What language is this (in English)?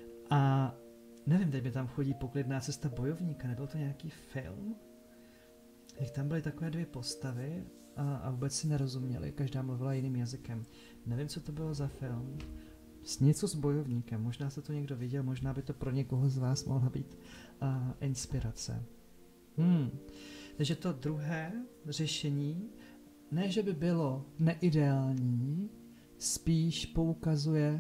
Czech